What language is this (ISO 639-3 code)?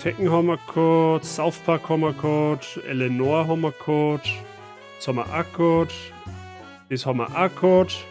bar